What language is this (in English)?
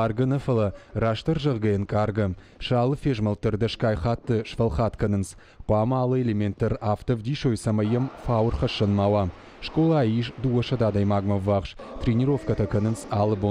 Ossetic